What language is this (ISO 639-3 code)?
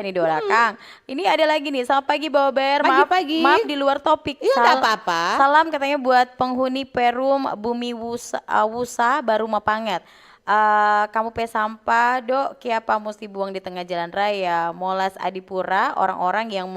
xmm